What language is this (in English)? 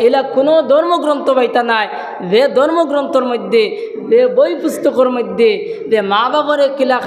Sylheti